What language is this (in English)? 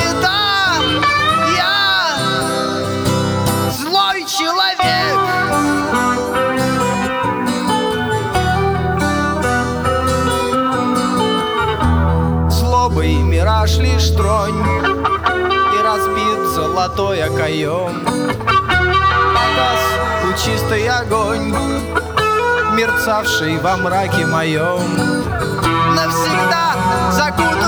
Russian